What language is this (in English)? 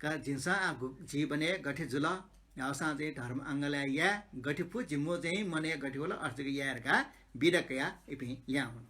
Newari